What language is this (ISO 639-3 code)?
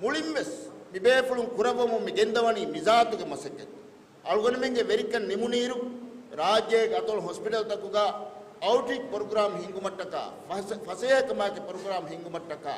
div